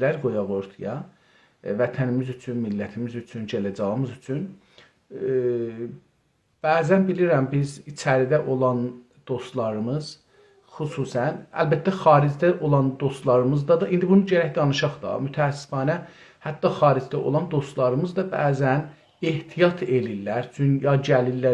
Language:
South Azerbaijani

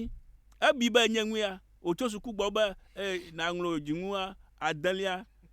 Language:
Ewe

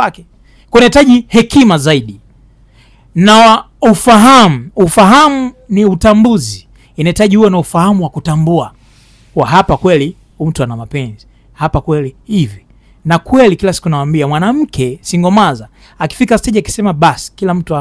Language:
Swahili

